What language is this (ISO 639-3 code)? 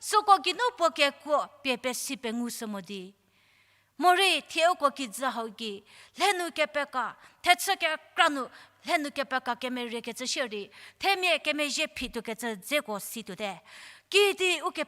njm